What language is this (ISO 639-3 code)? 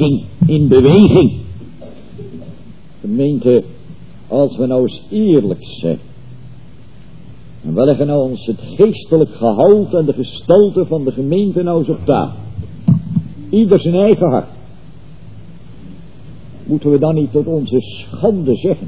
nld